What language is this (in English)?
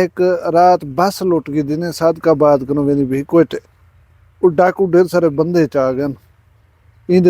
Saraiki